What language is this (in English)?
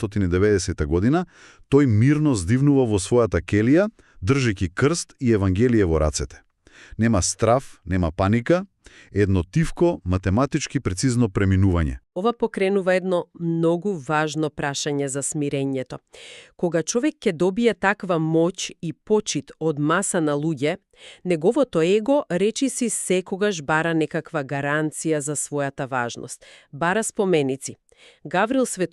Macedonian